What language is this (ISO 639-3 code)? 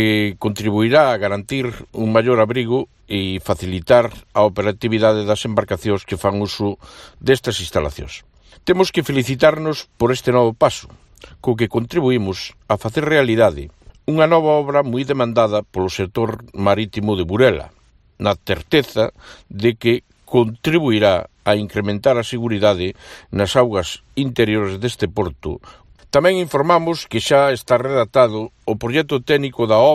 glg